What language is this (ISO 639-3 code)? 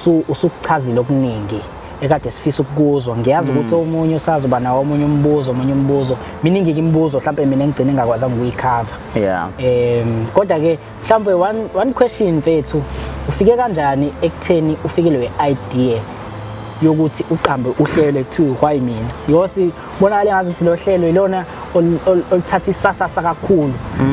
zul